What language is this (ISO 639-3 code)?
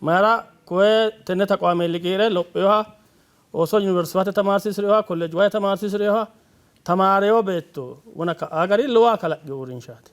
sid